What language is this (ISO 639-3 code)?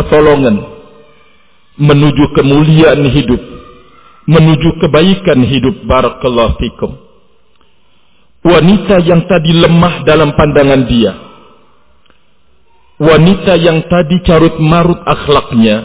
ind